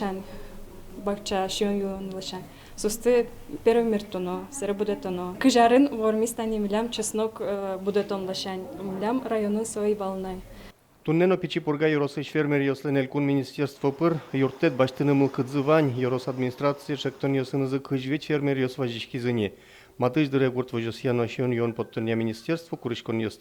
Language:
Udmurt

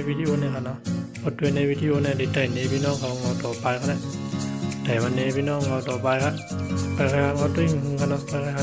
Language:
Shan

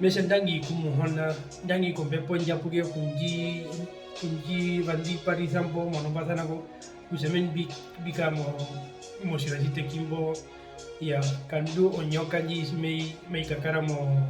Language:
Herero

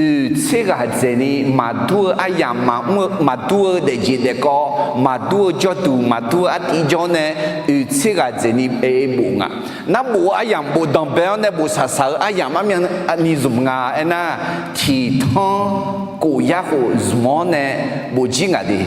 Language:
Akha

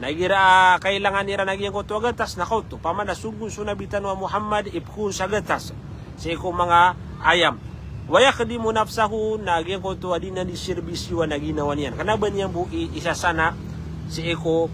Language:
Maranao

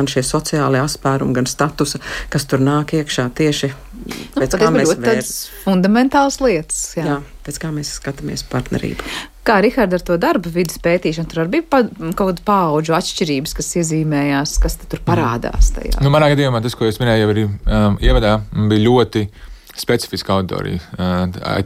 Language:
Latvian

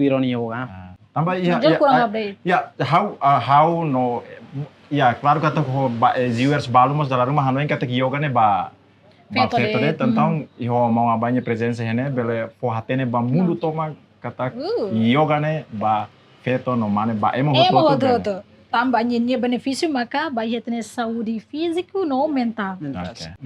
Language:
Tetum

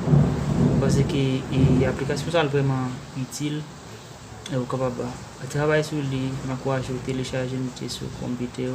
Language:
Haitian Creole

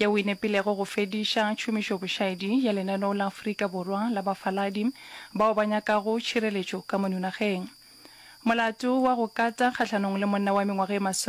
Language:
Northern Sotho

